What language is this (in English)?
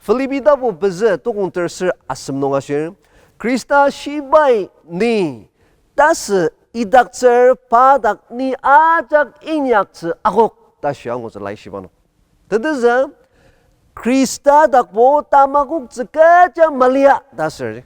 Ao Naga